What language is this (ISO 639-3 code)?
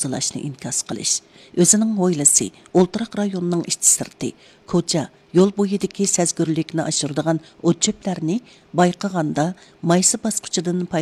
uig